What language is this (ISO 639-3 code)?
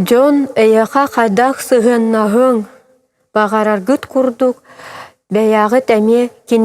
sah